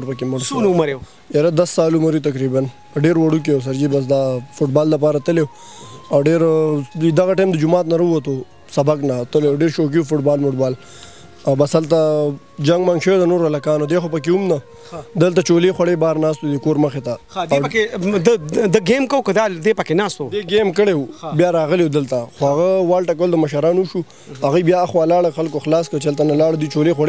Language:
Pashto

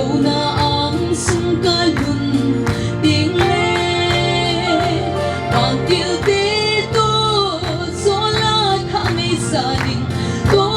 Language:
Paite Chin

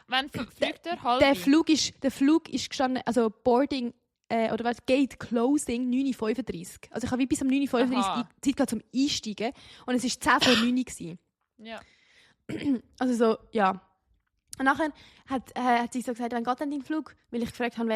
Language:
Swiss German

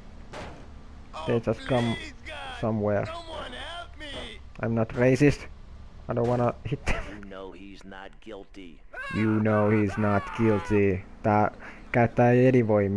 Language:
Finnish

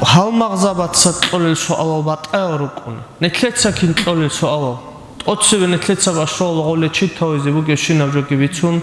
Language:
Avaric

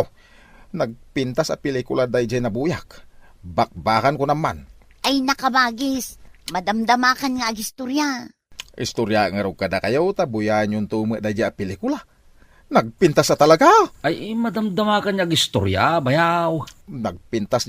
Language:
Iloko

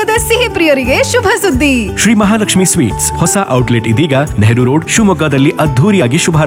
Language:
Kannada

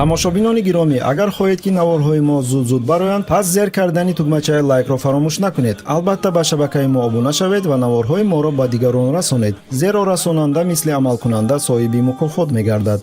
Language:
Tajik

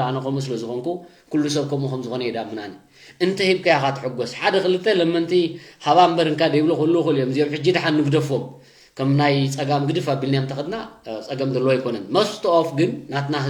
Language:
Tigrinya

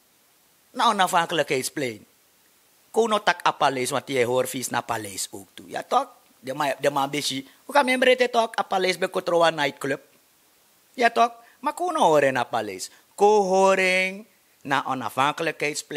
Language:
Sranan Tongo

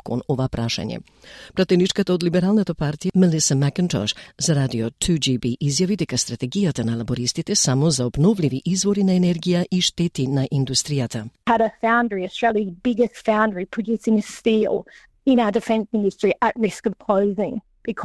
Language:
Macedonian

